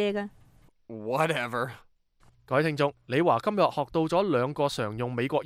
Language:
Cantonese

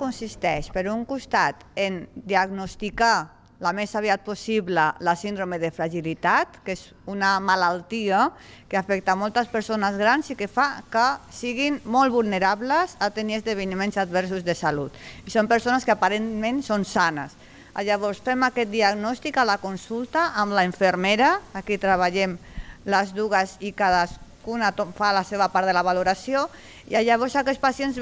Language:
Catalan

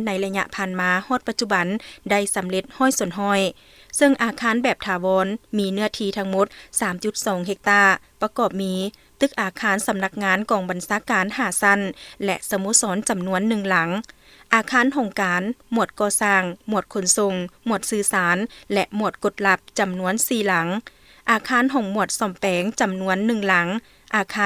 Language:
Lao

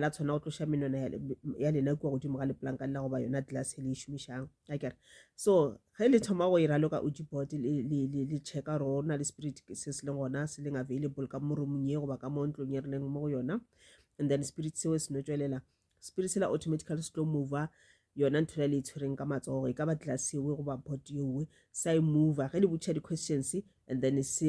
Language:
Northern Sotho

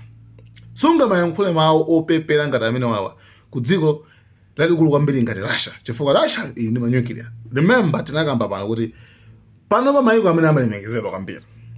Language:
Nyanja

